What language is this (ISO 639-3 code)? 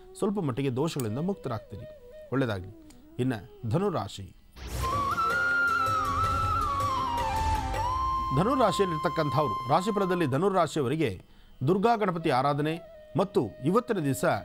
kan